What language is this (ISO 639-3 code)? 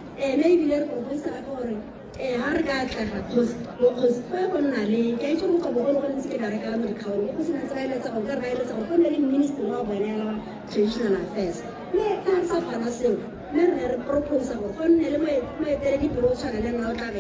tsn